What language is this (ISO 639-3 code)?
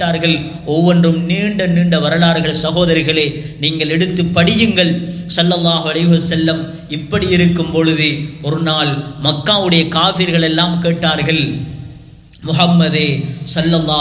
tam